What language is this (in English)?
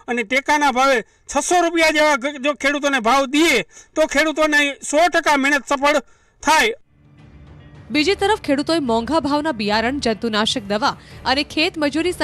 Gujarati